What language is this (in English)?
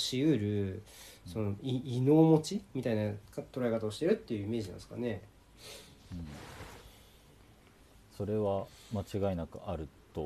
Japanese